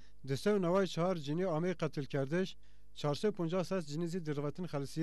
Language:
Zaza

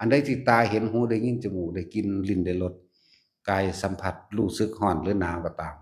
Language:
Lao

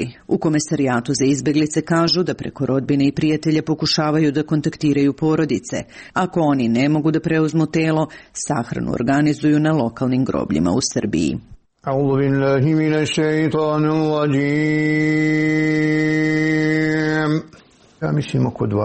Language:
Serbian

